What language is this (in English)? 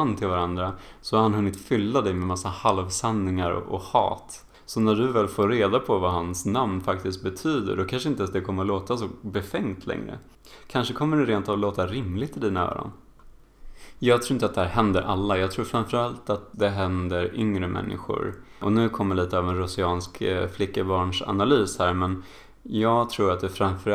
Swedish